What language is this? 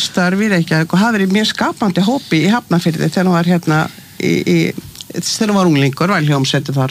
Icelandic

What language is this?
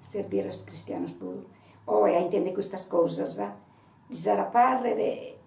Sardinian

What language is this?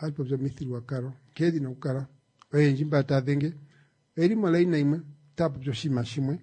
Kuanyama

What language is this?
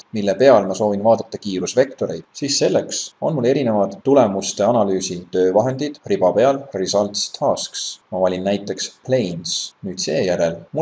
Estonian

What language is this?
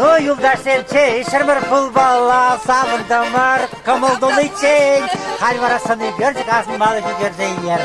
Chuvash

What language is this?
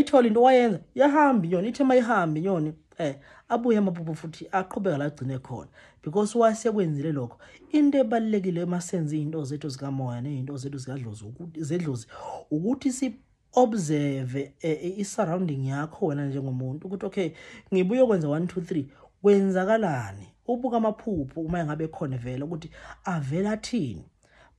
Zulu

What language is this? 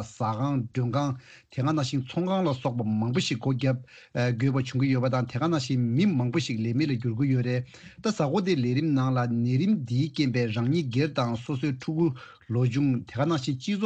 Tibetan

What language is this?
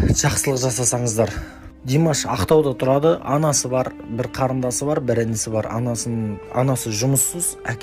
Kazakh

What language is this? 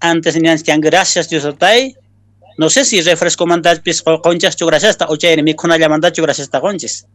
Quechua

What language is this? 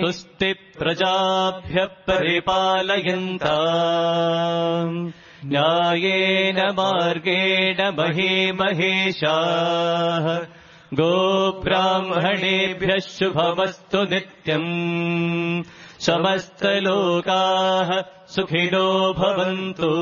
Sanskrit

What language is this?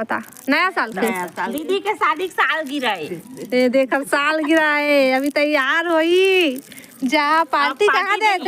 Chhattisgarhi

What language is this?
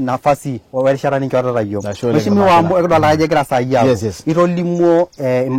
Masai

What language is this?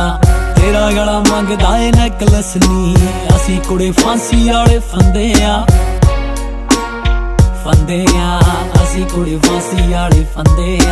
Punjabi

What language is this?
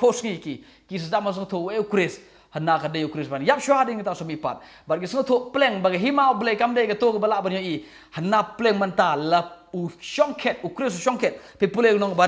Khasi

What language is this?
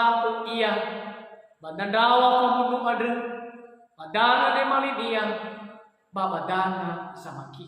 Nias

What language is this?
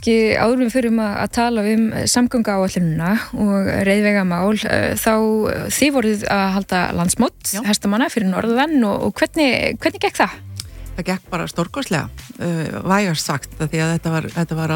Icelandic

